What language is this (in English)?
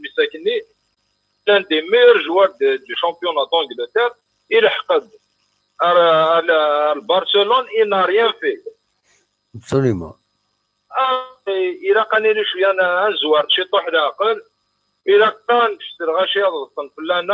Kabyle